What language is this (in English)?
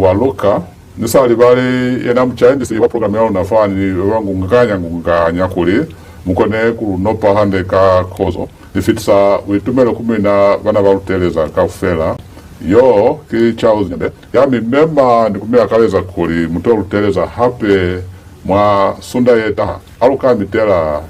Lozi